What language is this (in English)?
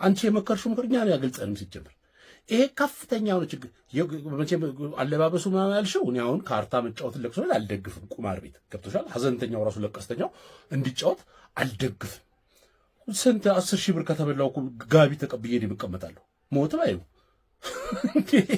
Amharic